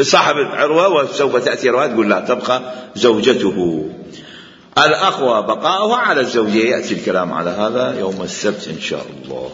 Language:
Mesopotamian Arabic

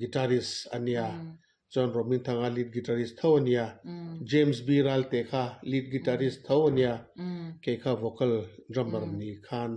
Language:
Mizo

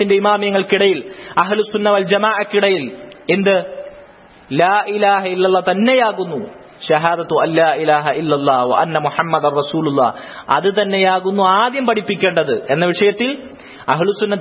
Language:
Malayalam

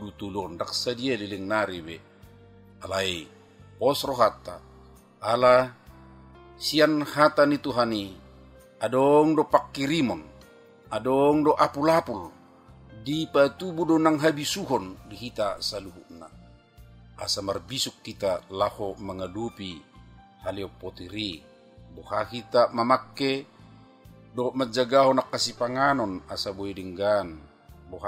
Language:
Batak Toba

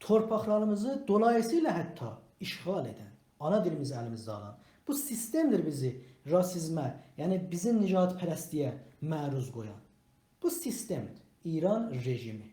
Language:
South Azerbaijani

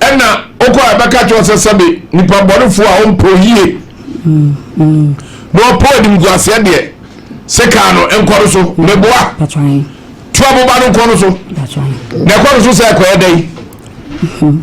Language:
Akan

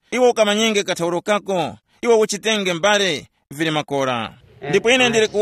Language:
Tumbuka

